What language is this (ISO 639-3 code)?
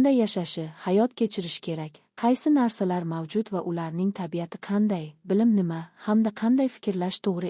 uzb